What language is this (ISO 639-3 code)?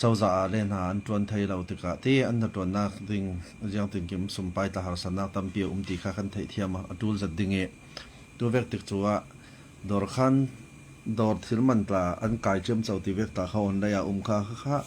cfm